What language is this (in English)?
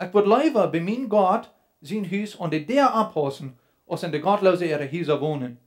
Plautdietsch